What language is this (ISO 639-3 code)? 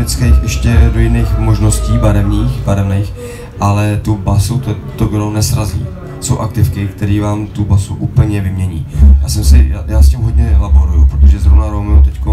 ces